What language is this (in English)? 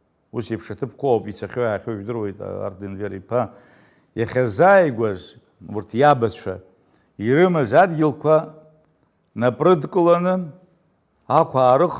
Abkhazian